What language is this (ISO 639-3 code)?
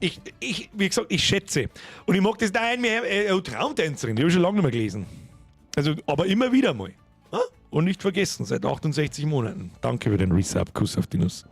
bar